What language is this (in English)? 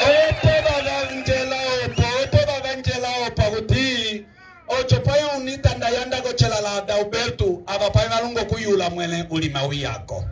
Umbundu